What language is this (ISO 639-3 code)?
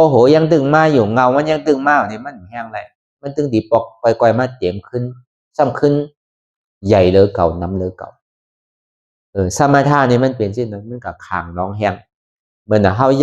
shn